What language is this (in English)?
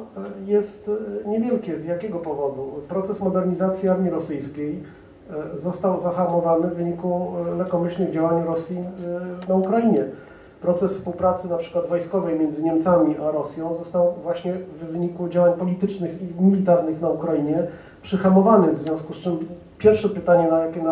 Polish